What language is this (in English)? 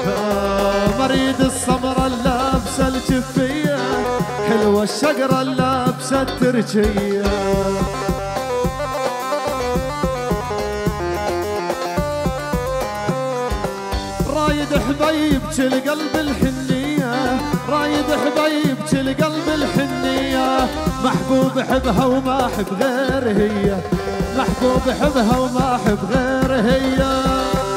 South Levantine Arabic